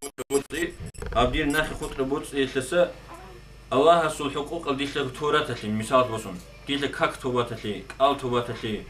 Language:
Avaric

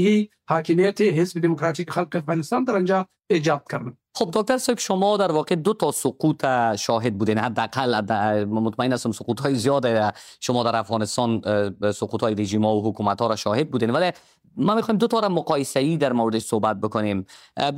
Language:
Persian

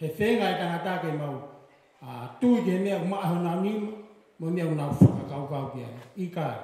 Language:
Tongan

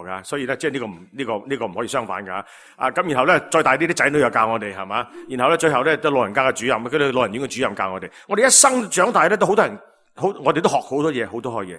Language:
Cantonese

